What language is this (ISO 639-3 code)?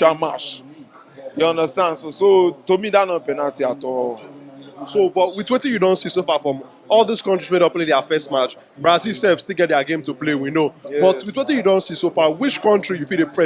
pcm